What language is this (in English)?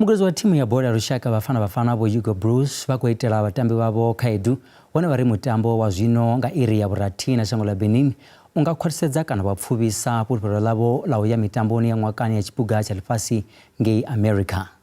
Venda